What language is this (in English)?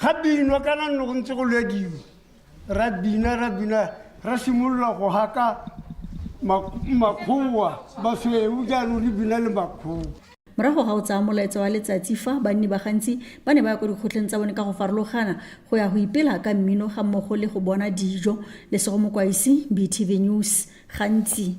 Tswana